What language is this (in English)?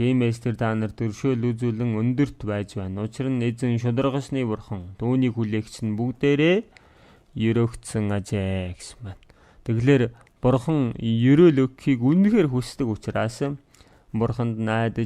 Mongolian